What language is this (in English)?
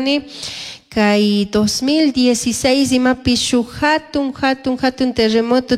Chimborazo Highland Quichua